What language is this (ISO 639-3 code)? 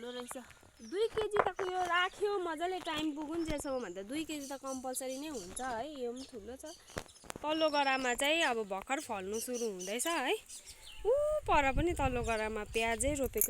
nep